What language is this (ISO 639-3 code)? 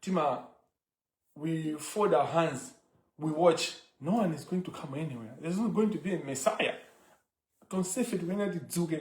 nya